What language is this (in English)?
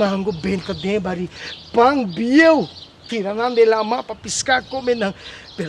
Papiamento